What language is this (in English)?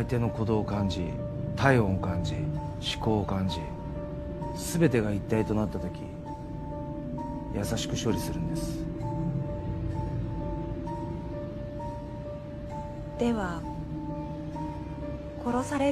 Japanese